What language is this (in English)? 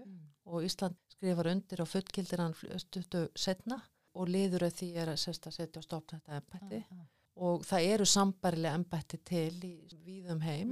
Icelandic